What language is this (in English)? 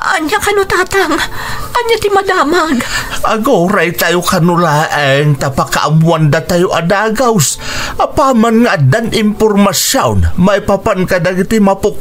Iloko